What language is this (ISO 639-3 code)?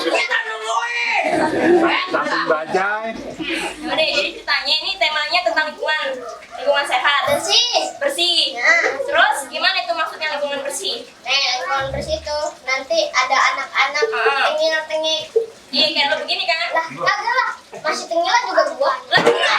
bew